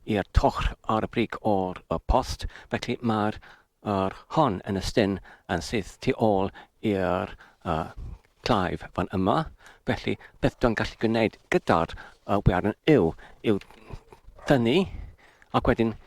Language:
Welsh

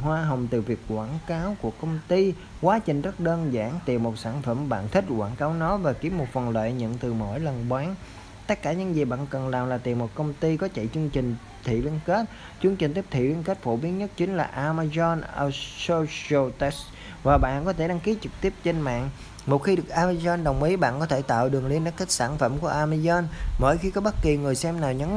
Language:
Vietnamese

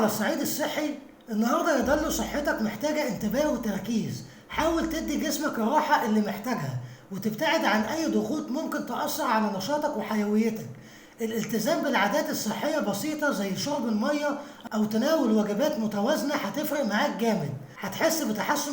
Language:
Egyptian Arabic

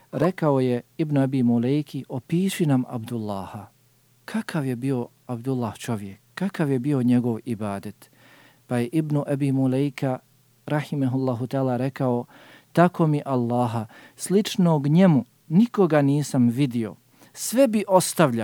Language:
Bosnian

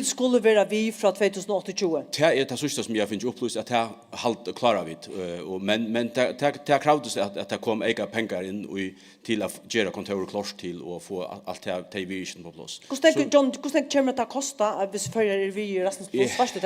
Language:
Faroese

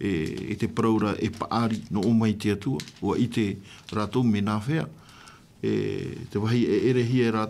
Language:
Tahitian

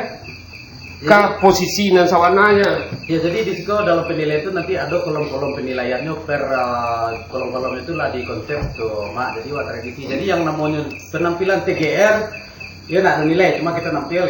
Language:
Minangkabau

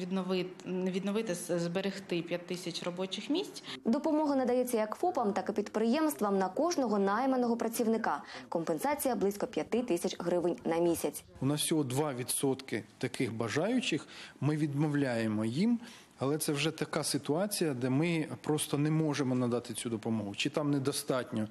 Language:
Ukrainian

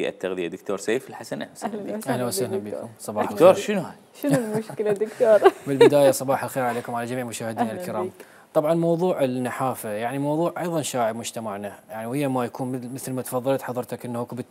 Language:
Mesopotamian Arabic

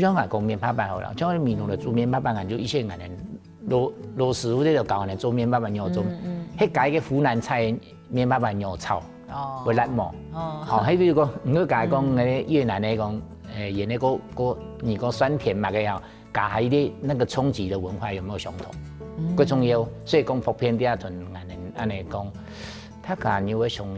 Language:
Hakka Chinese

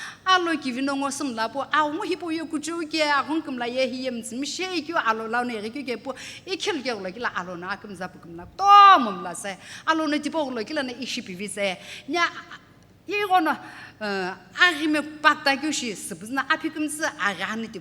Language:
Sumi Naga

